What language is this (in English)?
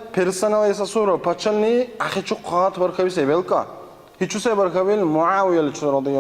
Dargwa